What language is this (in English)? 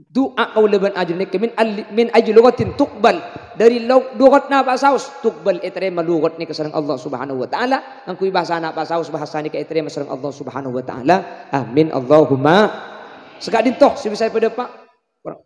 Madurese